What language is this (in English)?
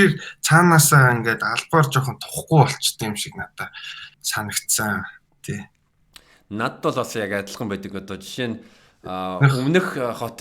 Mongolian